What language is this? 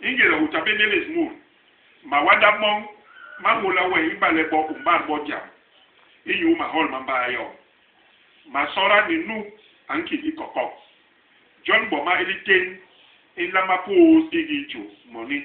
Basaa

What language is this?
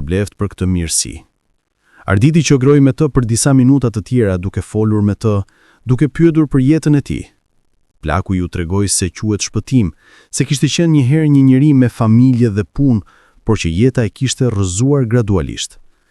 Albanian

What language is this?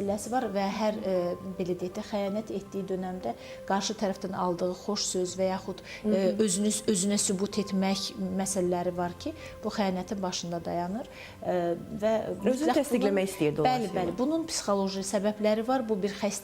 Azerbaijani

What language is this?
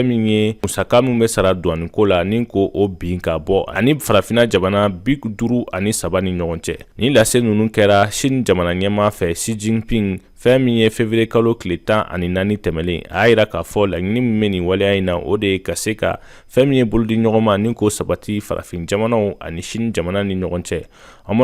Bambara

